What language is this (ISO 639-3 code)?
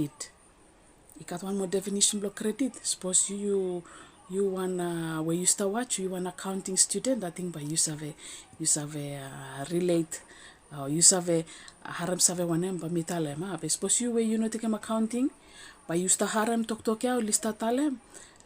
bis